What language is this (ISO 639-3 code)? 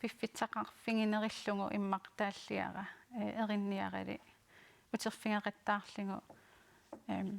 kal